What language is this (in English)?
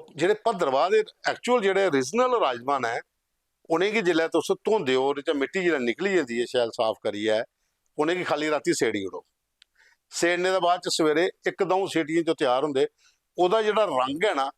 Dogri